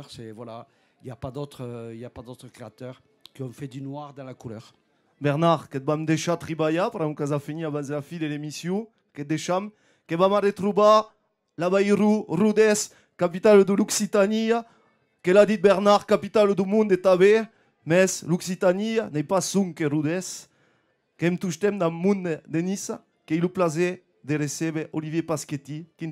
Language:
Occitan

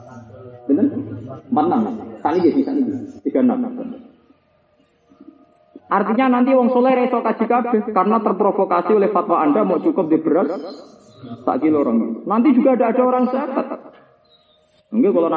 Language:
Indonesian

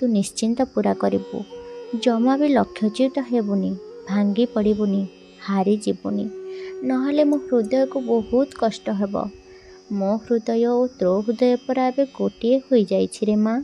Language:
Odia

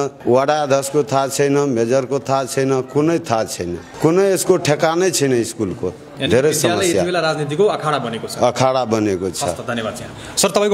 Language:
Nepali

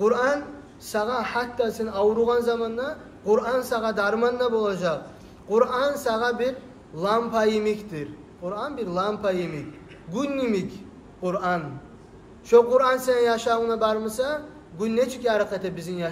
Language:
Kumyk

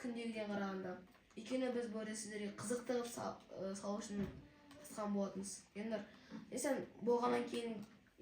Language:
Kazakh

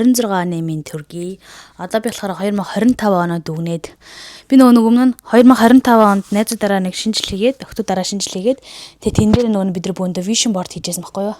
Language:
Mongolian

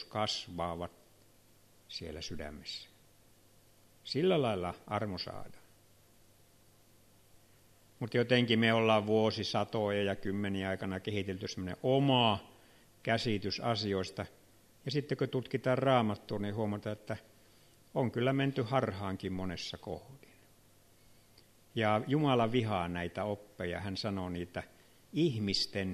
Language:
Finnish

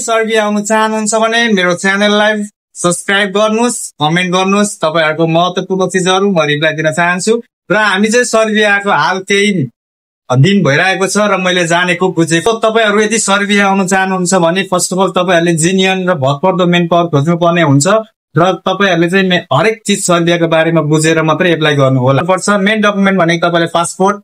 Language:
Nepali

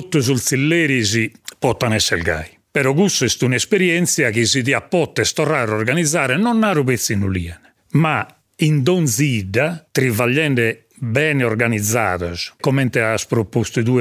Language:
Sardinian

